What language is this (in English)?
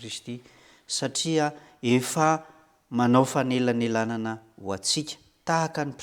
Malagasy